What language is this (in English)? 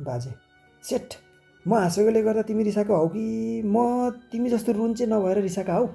Nepali